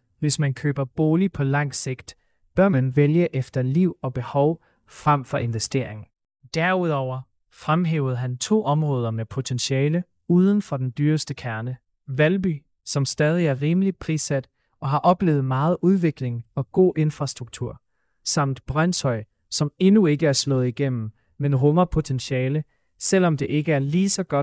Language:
Danish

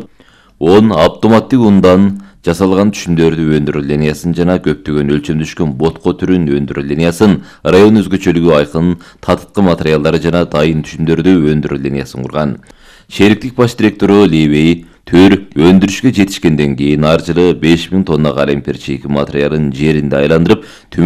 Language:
Kyrgyz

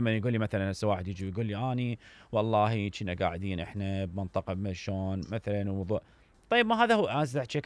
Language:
Mesopotamian Arabic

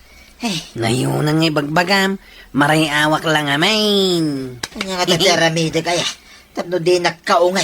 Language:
Iloko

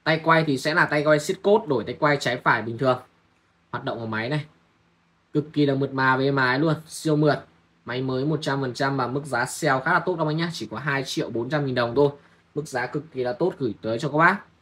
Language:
Vietnamese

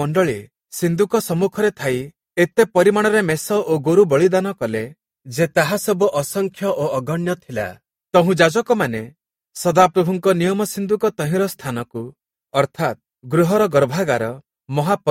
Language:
Odia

